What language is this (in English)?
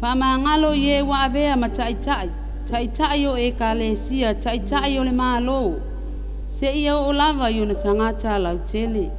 Samoan